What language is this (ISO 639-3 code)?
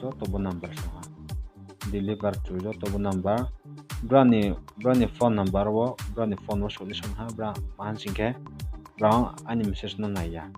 ria